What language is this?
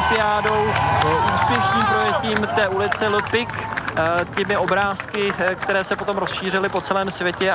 Czech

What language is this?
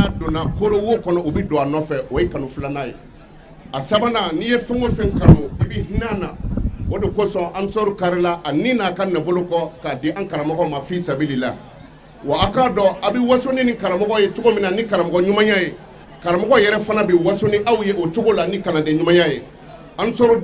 Bambara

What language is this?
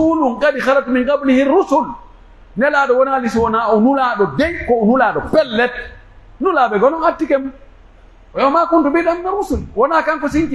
Pular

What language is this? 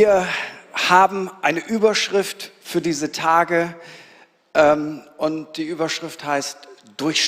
Swiss German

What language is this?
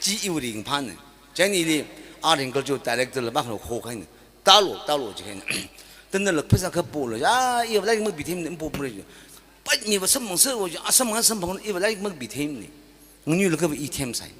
Tangkhul Naga (India)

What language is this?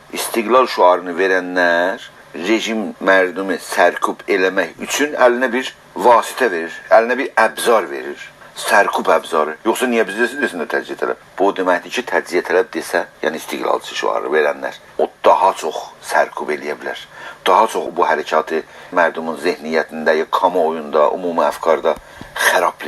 South Azerbaijani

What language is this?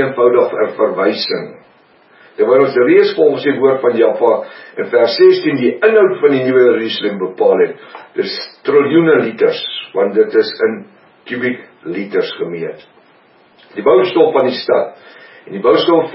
Afrikaans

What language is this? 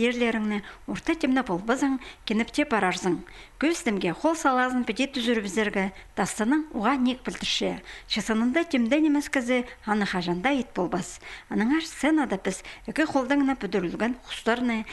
Khakas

